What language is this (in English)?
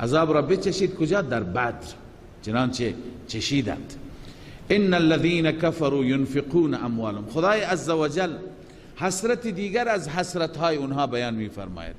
Persian